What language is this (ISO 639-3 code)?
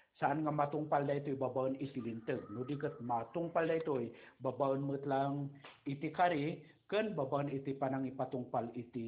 ilo